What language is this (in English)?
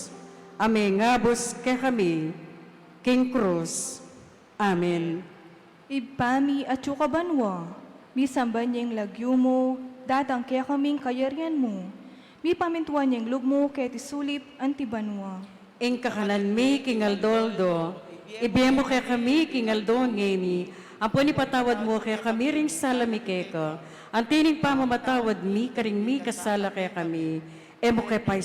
Pampanga